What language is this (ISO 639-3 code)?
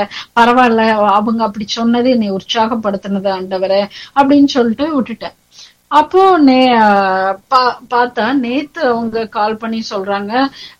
tam